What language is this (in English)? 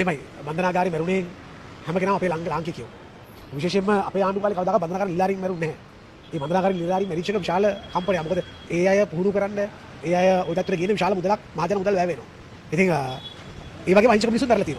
Sinhala